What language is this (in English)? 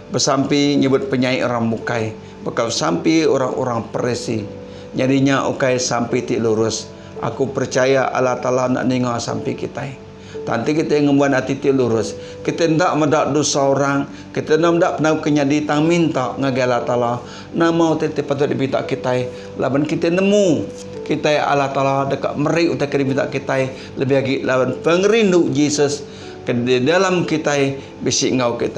Iban